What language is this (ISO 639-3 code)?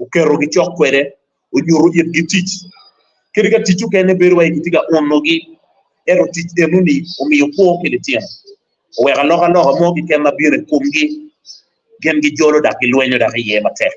ach